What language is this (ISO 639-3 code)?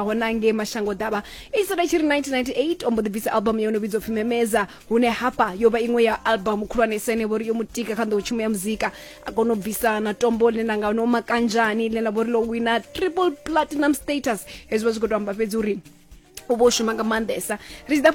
ven